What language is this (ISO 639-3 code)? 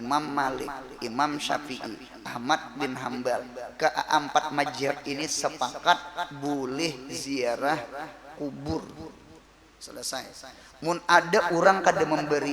bjn